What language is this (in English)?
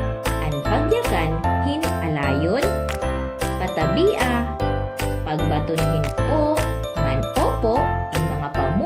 Waray